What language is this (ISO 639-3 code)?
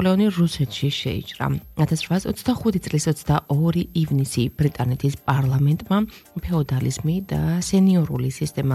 kat